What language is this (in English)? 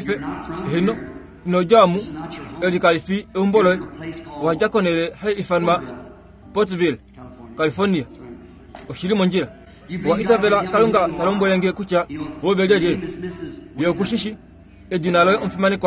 Kuanyama